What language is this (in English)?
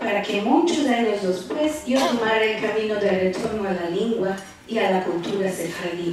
Ladino